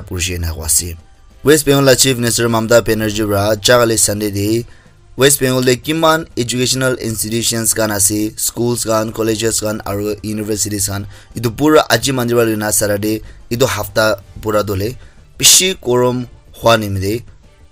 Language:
Naga Pidgin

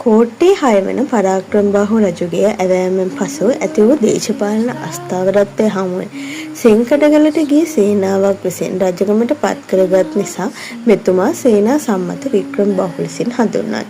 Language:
Sinhala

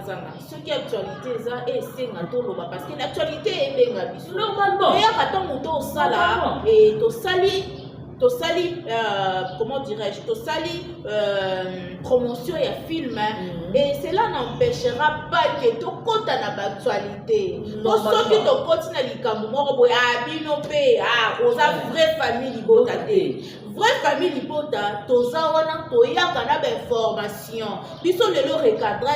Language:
Lingala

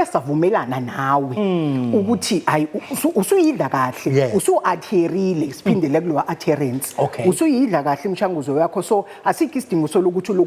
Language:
Zulu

